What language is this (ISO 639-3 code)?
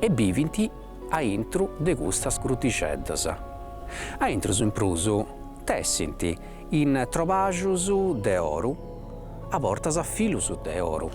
srd